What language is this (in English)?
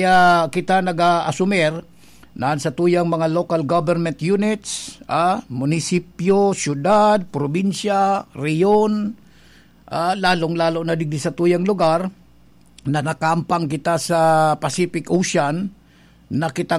Bikol